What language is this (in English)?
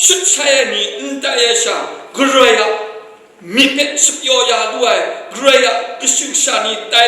Kachin